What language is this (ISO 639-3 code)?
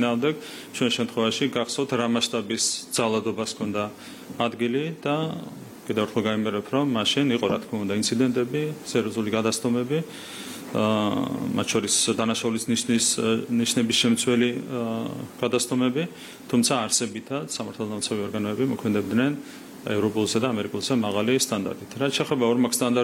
kat